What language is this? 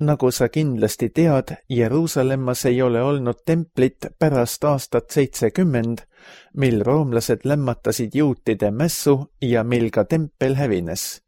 Estonian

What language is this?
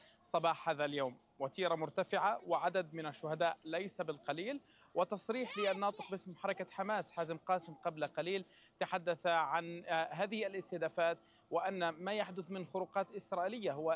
Arabic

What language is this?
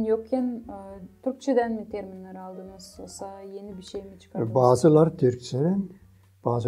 Gagauz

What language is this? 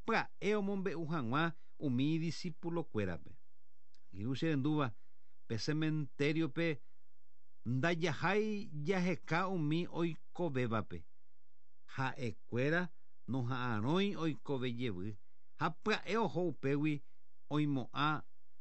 Guarani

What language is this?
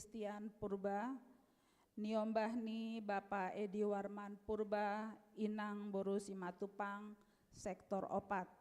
Batak Simalungun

